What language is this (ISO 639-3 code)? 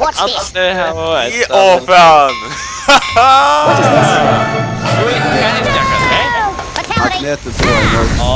fao